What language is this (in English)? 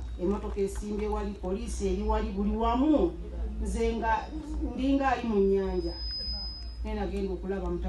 Ganda